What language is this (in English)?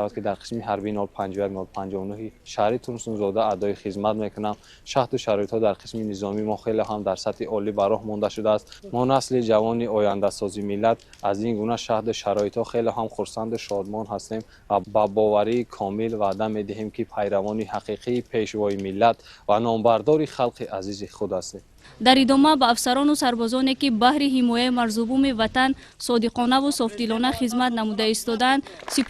Tajik